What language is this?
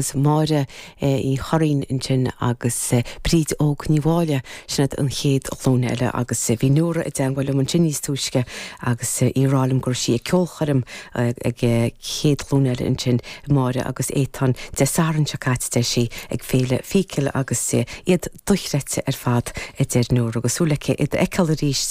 Irish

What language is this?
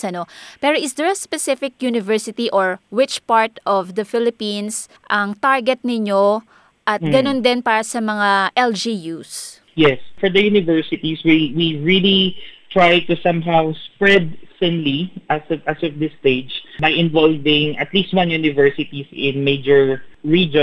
Filipino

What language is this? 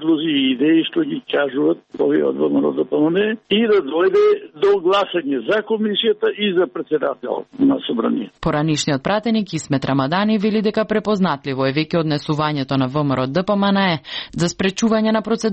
Macedonian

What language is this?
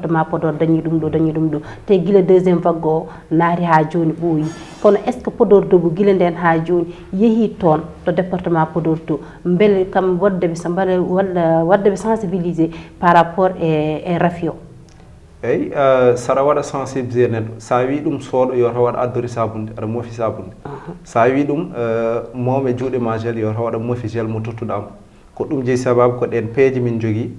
Fula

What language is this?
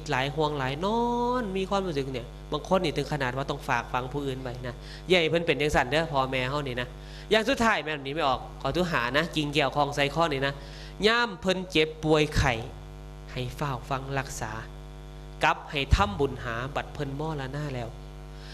Northeastern Thai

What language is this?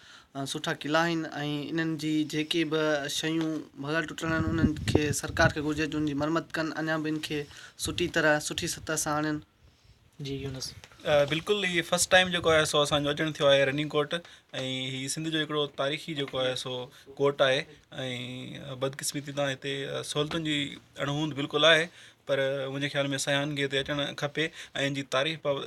Sindhi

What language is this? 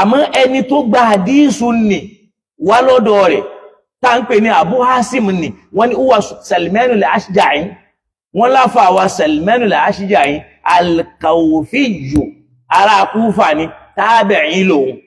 Yoruba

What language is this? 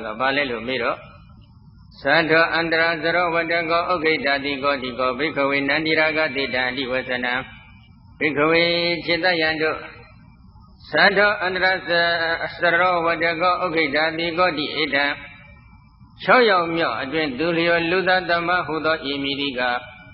Burmese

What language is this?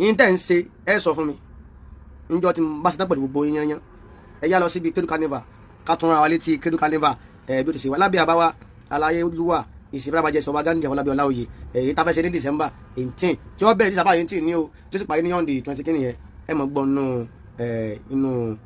Yoruba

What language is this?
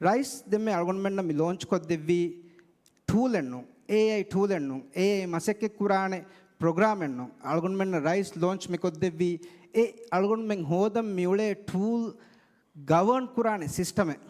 Divehi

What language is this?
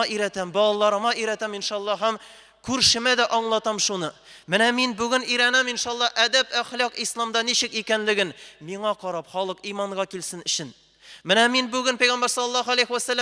Tatar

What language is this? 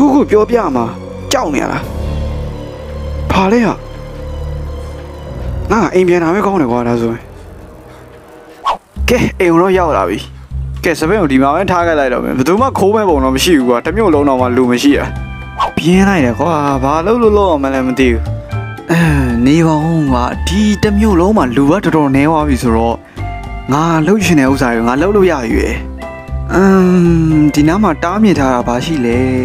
Burmese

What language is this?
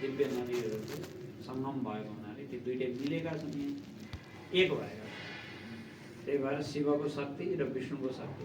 Nepali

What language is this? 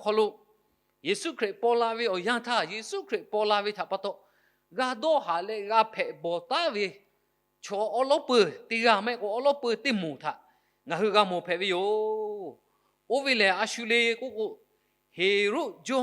Lahu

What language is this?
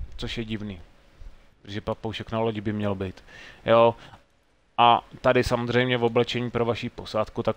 Czech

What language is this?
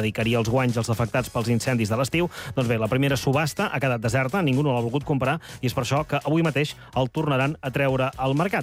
Catalan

